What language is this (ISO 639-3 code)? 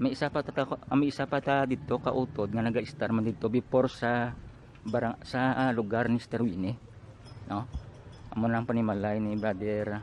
hil